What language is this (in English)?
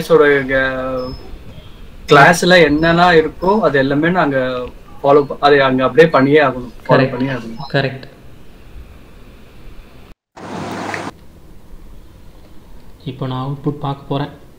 Tamil